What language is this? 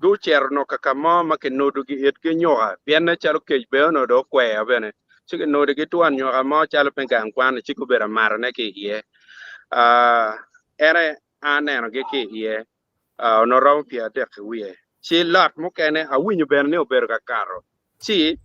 Acoli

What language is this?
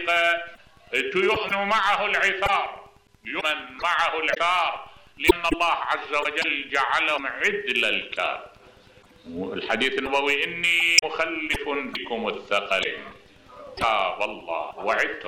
Mesopotamian Arabic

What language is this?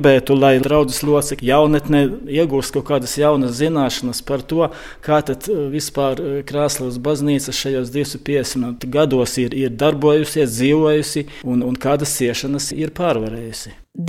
Latvian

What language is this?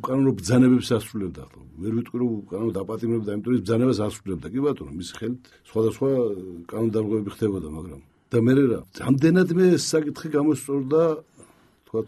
Georgian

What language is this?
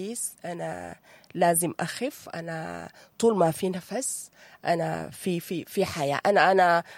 Sudanese Arabic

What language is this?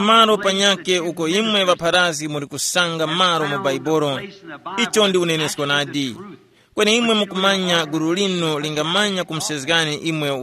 Tumbuka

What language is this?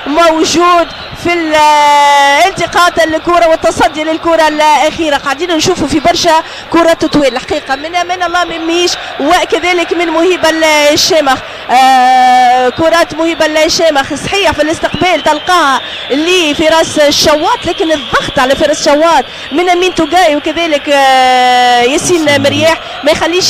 Tunisian Arabic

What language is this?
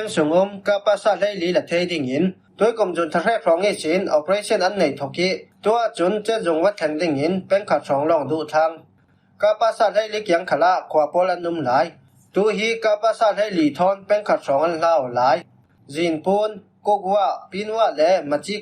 Falam Chin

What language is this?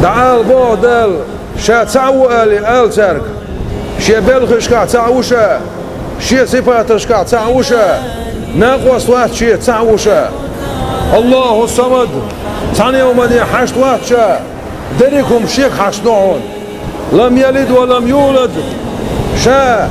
Chechen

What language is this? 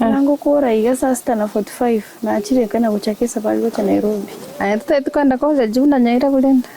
Gusii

